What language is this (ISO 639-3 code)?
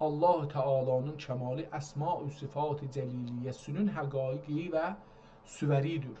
azb